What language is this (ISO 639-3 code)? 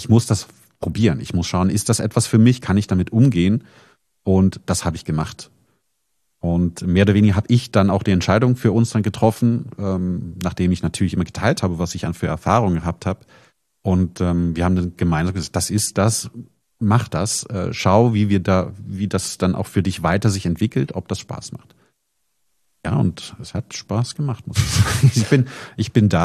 deu